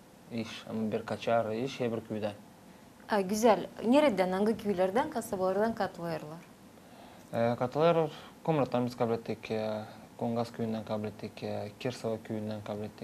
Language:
Gagauz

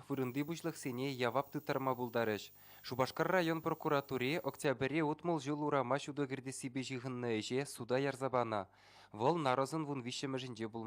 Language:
Chuvash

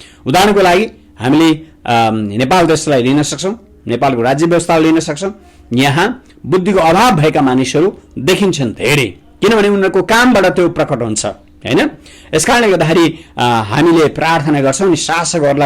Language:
Nepali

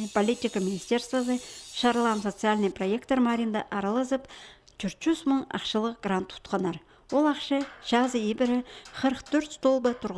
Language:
Khakas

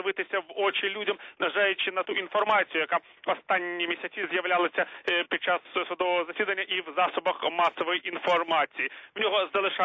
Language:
Ukrainian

